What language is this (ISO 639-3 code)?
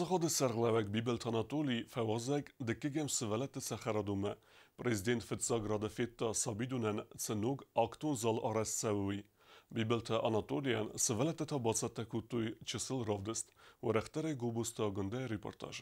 oss